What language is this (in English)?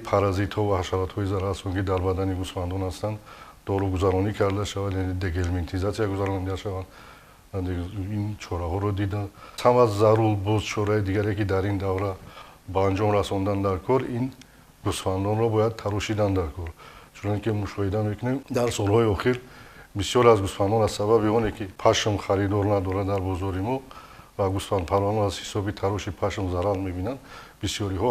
Tajik